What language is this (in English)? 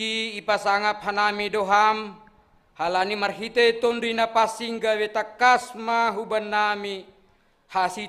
Batak Simalungun